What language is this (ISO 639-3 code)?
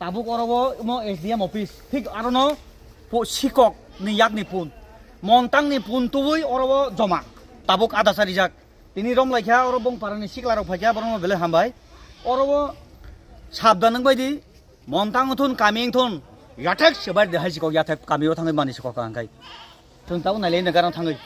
trp